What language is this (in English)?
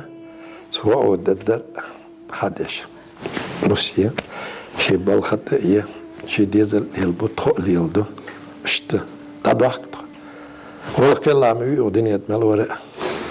Ingush